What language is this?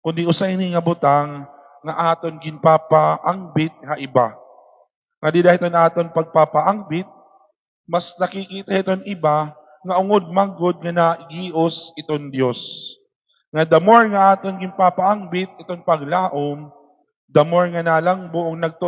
Waray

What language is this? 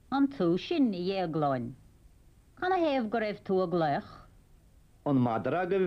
Irish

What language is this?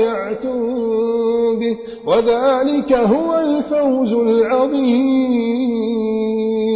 Arabic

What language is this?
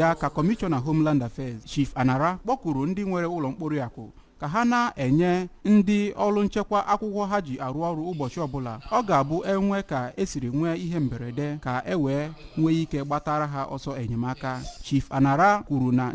Igbo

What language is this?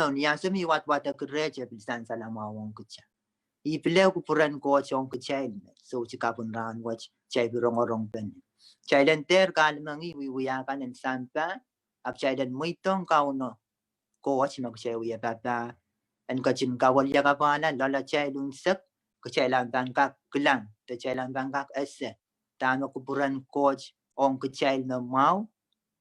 Pohnpeian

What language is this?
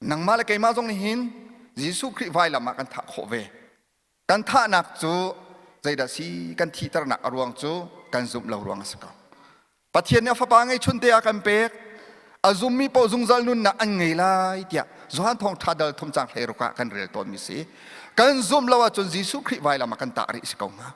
Hakha Chin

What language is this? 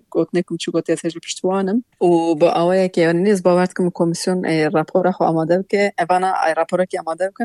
Kurdish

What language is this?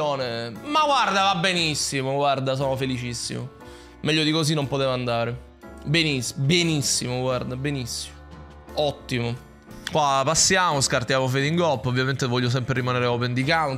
Italian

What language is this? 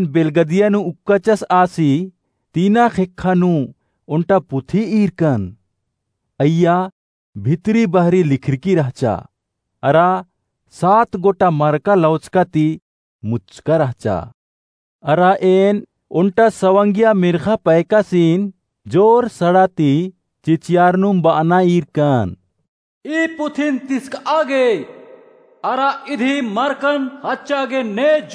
Kurukh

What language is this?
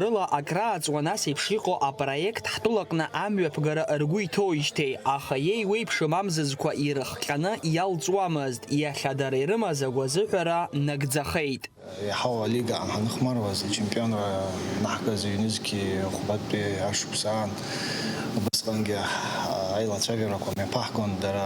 Abkhazian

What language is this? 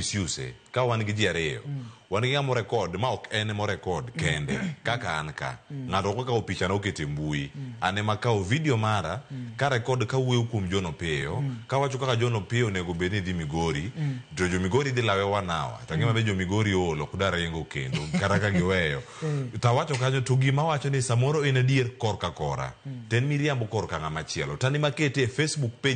Luo (Kenya and Tanzania)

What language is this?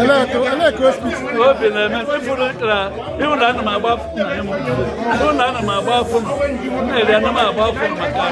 Igbo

